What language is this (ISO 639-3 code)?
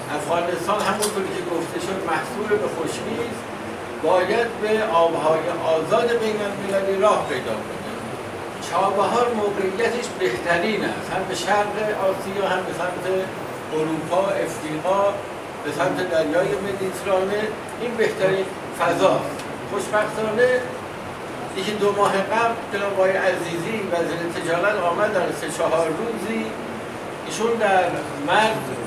fas